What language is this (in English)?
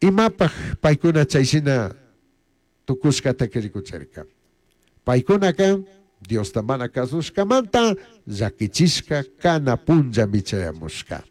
Chimborazo Highland Quichua